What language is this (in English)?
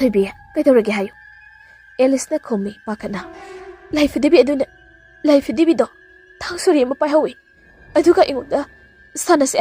Manipuri